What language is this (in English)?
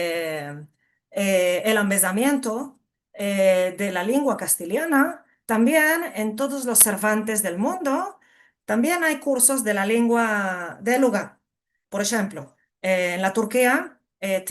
Ladino